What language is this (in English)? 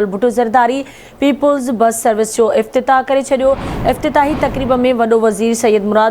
Sindhi